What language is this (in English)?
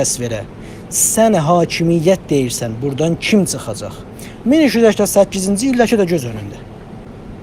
South Azerbaijani